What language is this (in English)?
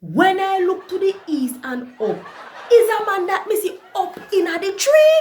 Jamaican Creole English